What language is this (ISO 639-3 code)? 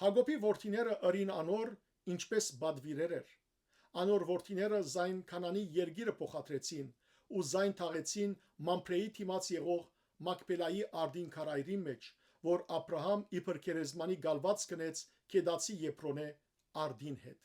hyw